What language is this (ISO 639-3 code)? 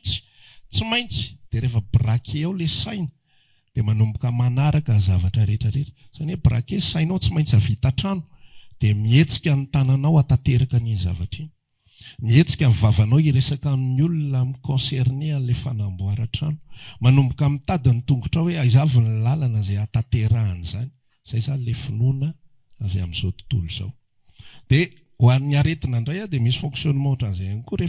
mlg